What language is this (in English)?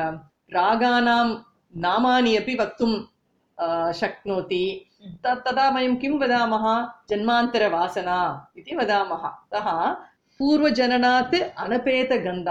Sanskrit